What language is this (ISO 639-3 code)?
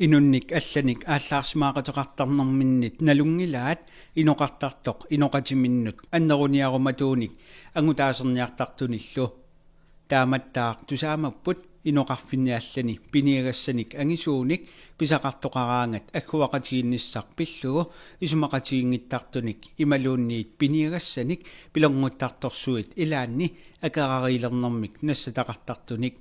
kal